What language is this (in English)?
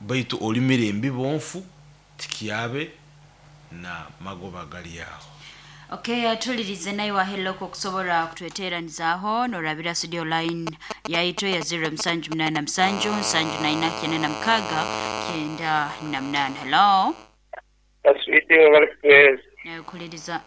Nyoro